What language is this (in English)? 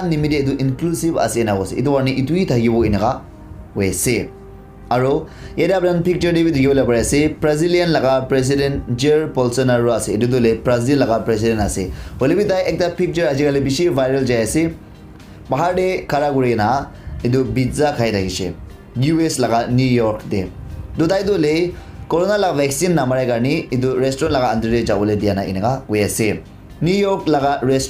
Naga Pidgin